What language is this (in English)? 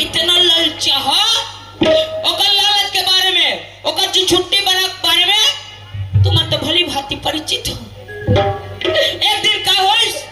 Chhattisgarhi